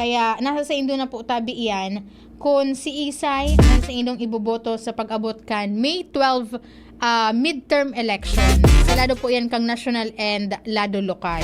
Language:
Bikol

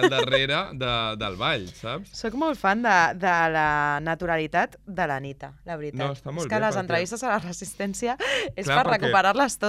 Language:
Catalan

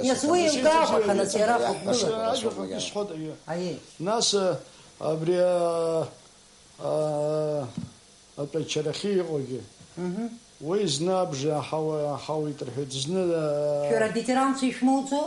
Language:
Abkhazian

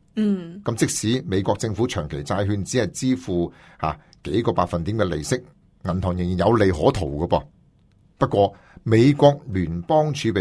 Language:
Cantonese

